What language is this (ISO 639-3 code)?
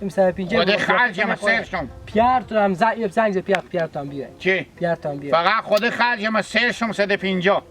haz